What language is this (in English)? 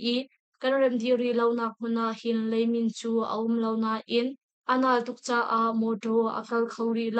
Hakha Chin